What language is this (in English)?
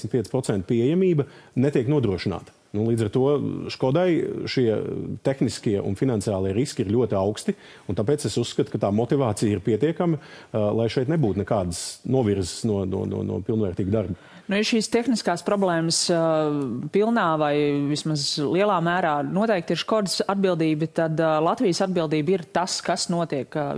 Latvian